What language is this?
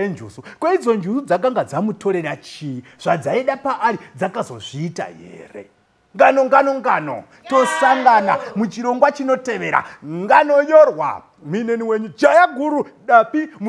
Shona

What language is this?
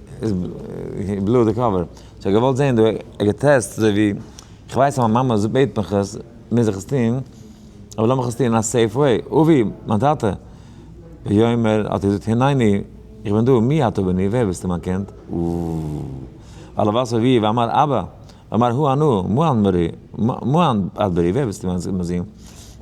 Yiddish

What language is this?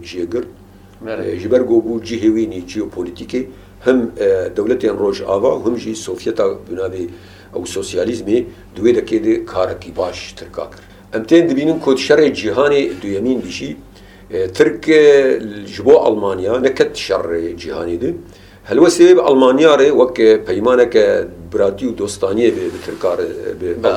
Kurdish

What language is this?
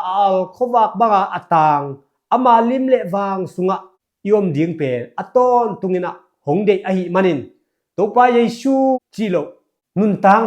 Tedim Chin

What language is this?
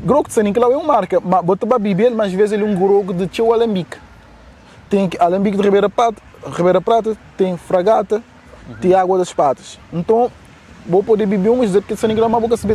Kabuverdianu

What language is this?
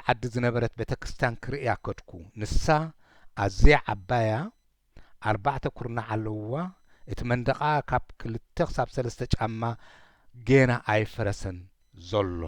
Tigrinya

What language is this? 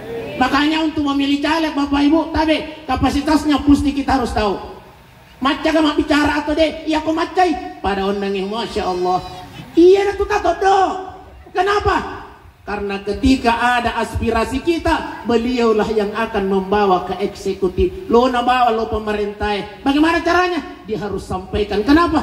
Buginese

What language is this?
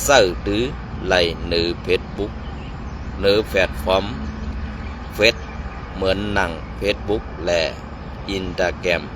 Shan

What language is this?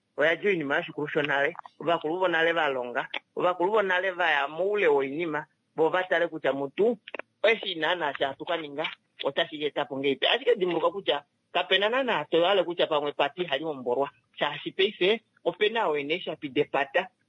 Kuanyama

